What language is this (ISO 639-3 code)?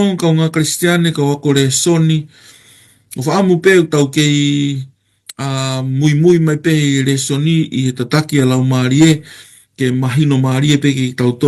ton